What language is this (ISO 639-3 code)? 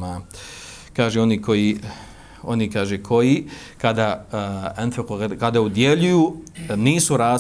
bos